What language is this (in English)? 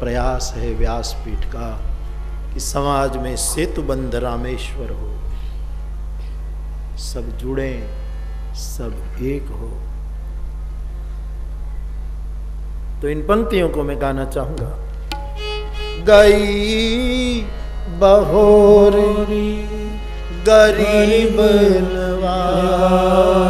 Hindi